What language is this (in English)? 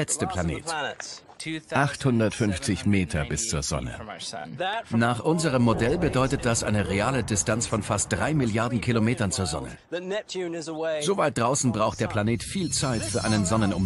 German